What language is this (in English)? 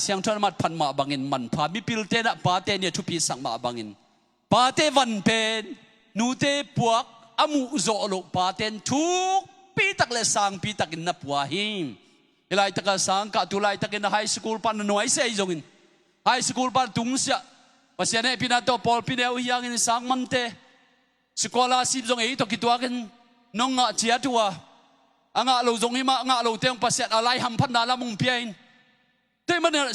Tedim Chin